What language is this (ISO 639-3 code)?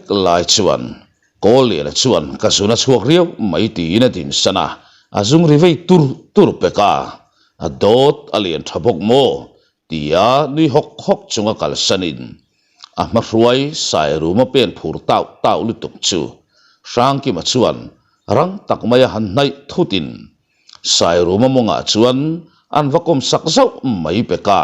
lus